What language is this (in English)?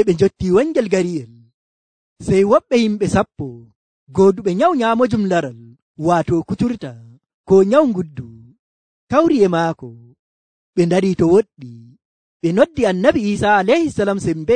Nigerian Fulfulde